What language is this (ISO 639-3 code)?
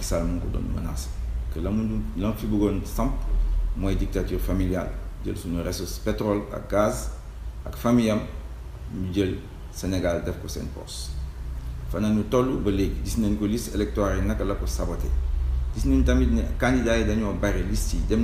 wol